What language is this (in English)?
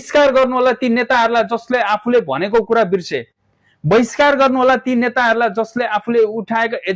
Nepali